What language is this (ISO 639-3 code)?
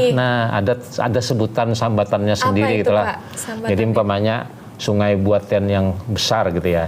bjn